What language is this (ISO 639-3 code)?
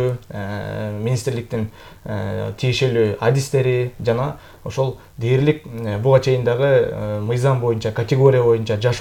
kir